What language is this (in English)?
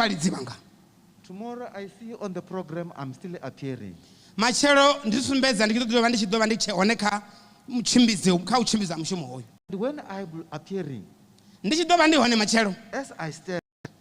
Venda